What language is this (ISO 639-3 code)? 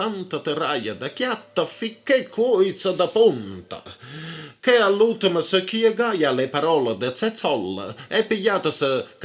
nap